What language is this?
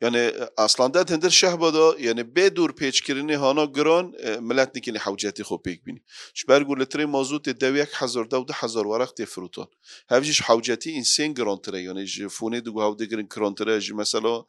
Kurdish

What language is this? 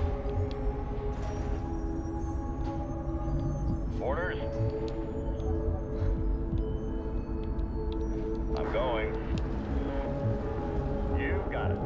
English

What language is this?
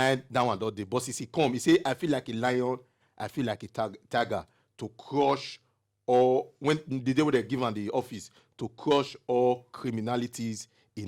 Nigerian Pidgin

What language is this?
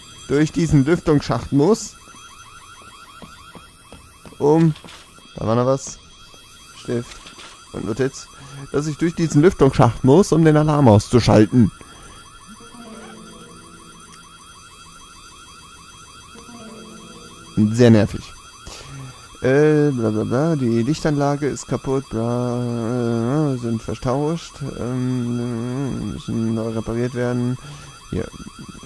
German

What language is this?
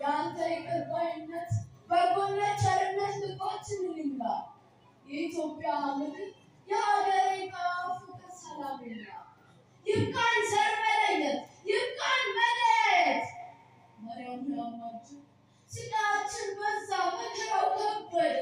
Amharic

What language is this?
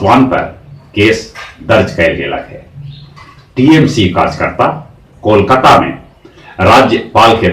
Magahi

